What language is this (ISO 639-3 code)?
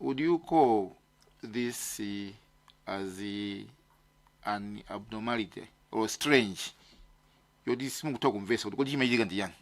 nya